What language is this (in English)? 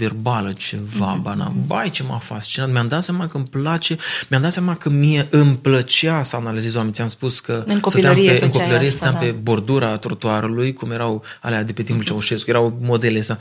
Romanian